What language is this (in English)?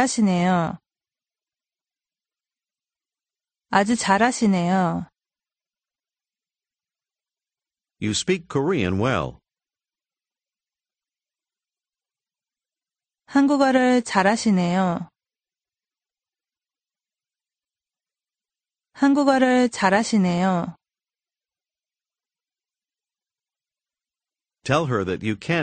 Korean